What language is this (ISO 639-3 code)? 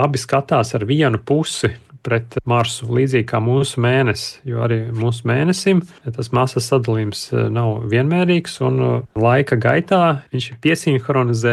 lav